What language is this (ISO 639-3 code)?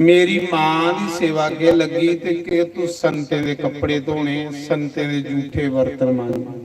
doi